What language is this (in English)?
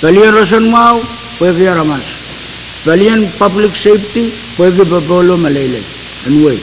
Pohnpeian